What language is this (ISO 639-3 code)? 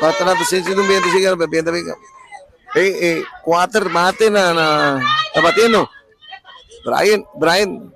pap